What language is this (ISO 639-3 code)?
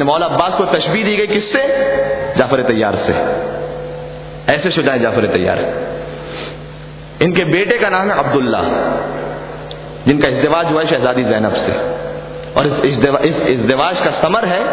urd